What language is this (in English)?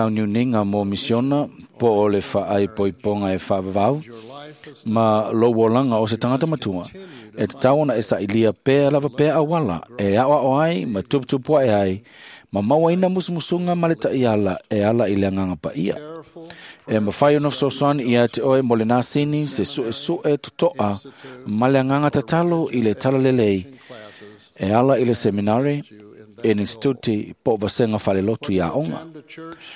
Samoan